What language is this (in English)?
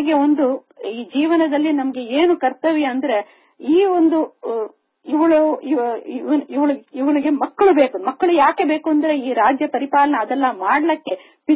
Kannada